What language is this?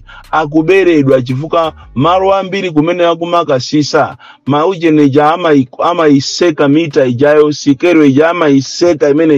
Nyanja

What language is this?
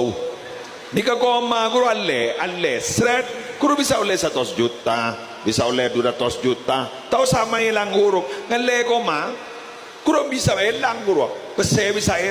Madurese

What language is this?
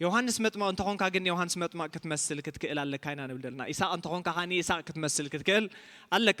Tigrinya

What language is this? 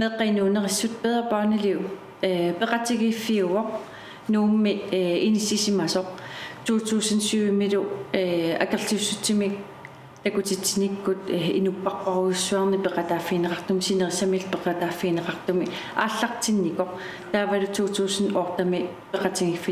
Kalaallisut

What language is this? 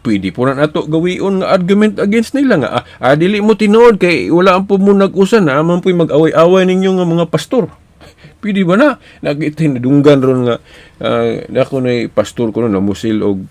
Cebuano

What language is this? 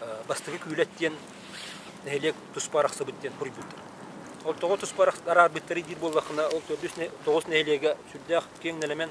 Yakut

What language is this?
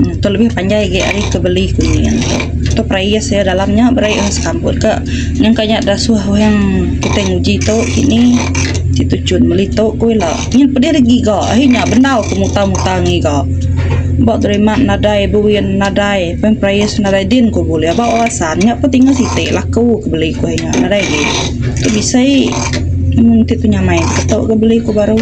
Iban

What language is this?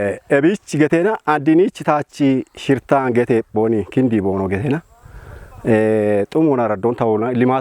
Kafa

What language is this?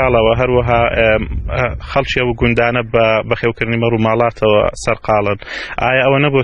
Central Kurdish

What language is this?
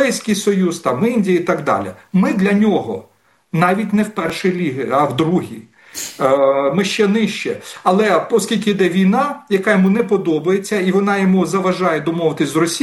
Ukrainian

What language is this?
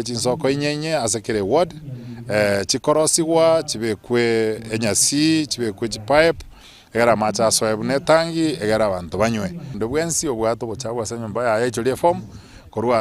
Gusii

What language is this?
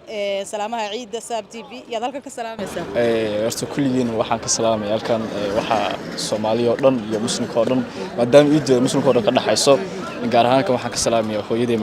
Somali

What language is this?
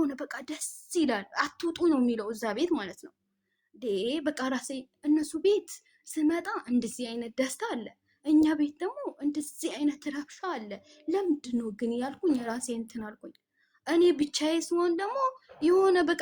Amharic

